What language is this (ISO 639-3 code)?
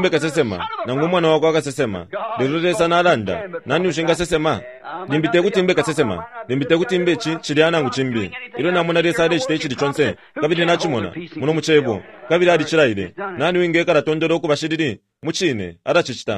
bem